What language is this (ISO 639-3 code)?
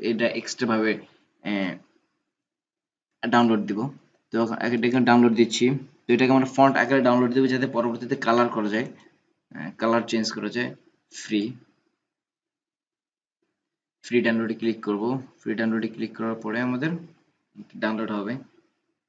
ben